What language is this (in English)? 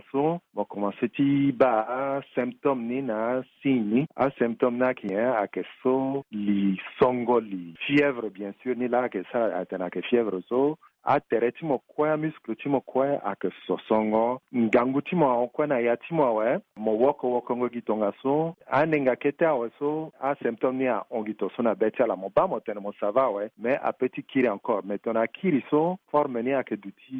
Sango